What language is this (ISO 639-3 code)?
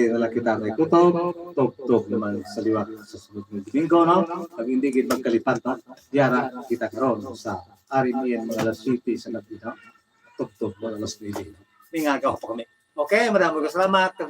hil